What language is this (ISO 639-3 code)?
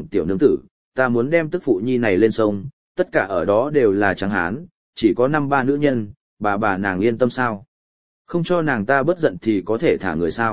vie